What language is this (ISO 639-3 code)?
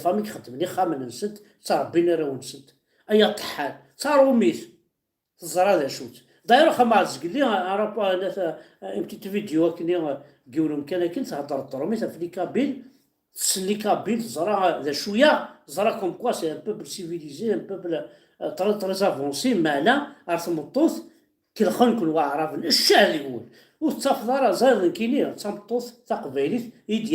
kab